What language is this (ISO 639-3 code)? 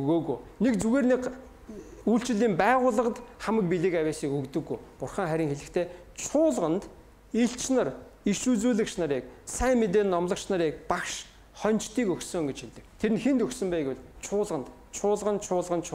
mon